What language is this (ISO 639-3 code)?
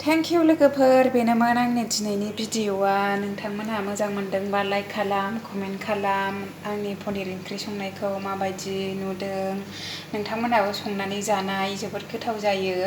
brx